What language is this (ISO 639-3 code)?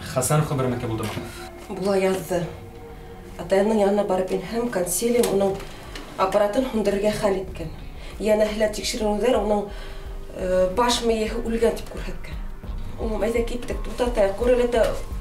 bak